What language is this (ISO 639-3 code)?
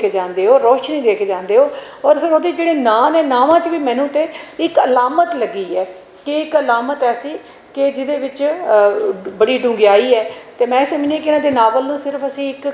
lah